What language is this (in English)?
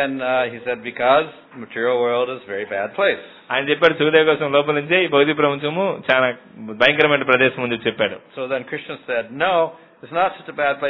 Telugu